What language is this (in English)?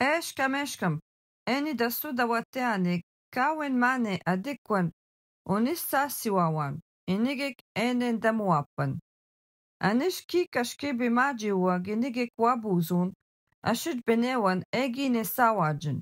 Algonquin